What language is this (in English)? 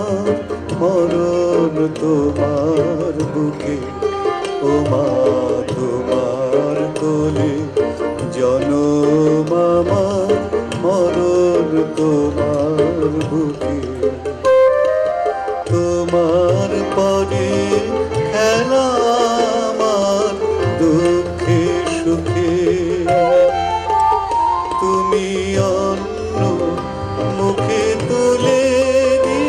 Bangla